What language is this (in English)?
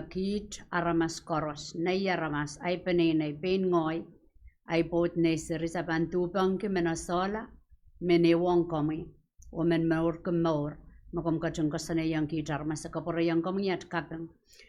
Pohnpeian